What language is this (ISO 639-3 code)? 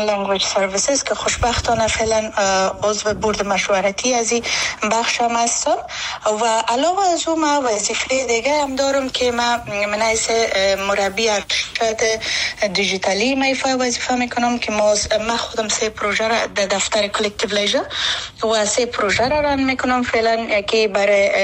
fas